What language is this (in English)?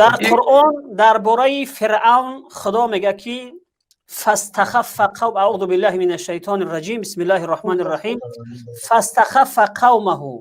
Tajik